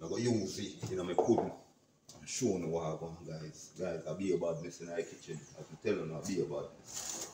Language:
Jamaican Creole English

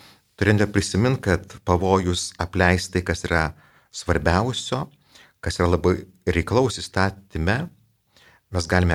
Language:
Lithuanian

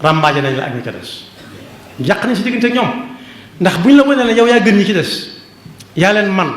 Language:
Wolof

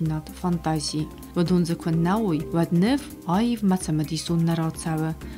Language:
Ossetic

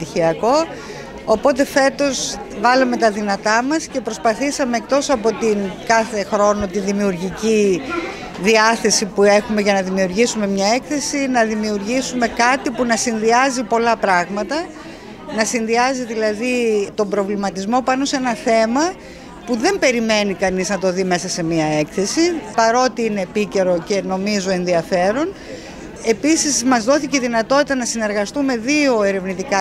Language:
Greek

